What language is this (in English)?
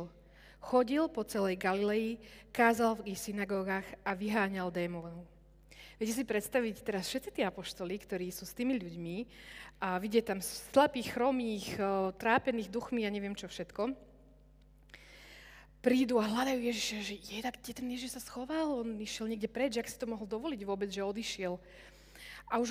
Slovak